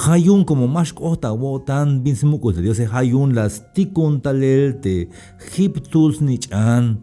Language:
Tzeltal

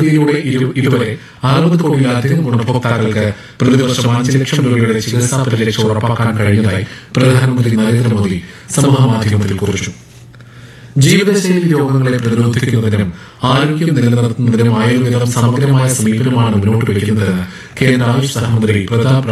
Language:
Malayalam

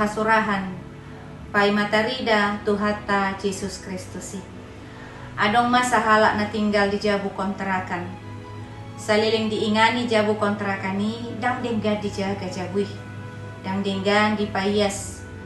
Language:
Batak Toba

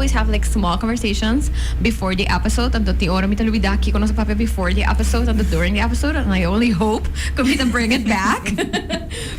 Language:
Papiamento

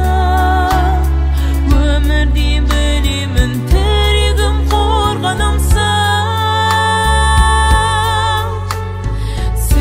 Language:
Kazakh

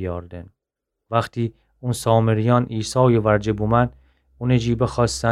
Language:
Gilaki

